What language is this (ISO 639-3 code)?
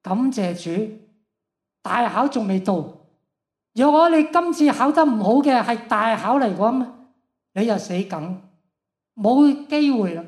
yue